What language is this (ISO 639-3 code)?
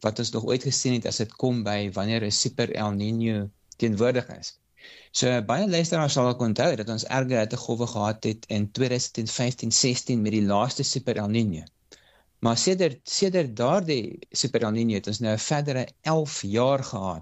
afr